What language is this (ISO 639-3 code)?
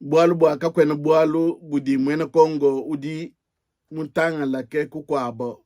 lua